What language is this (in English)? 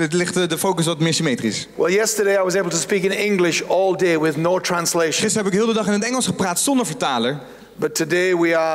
Dutch